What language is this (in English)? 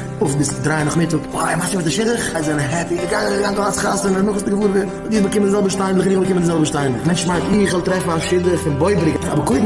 Yiddish